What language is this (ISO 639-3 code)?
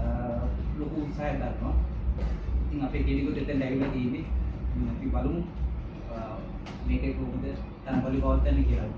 sin